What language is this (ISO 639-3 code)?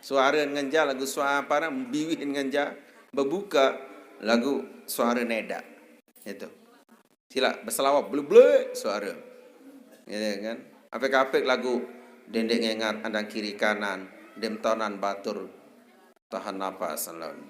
sas